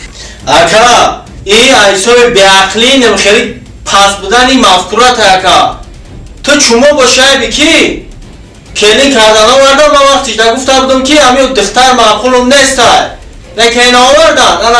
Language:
Tajik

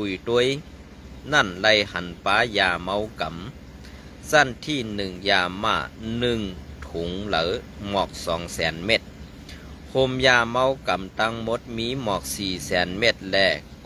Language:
Shan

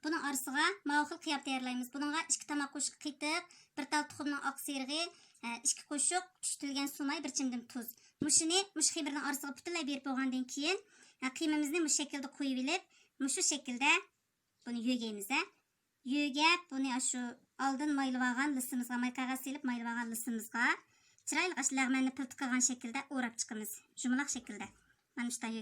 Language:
Uyghur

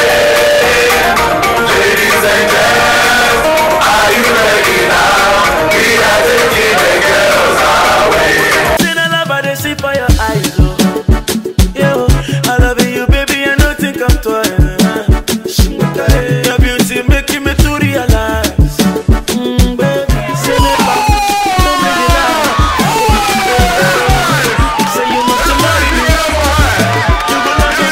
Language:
English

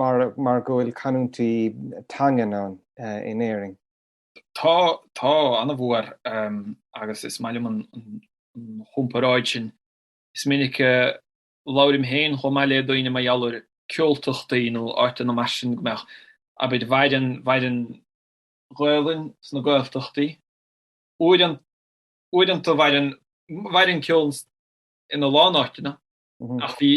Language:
Irish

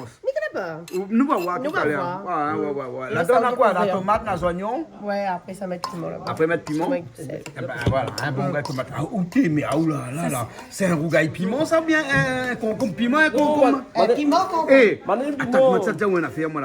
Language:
Réunion Creole French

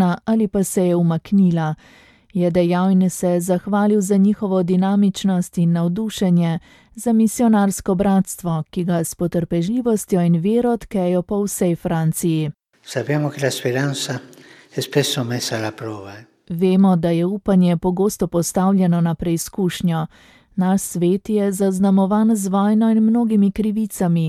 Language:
Slovenian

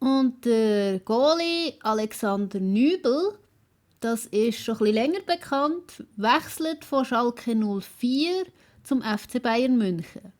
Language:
Swiss German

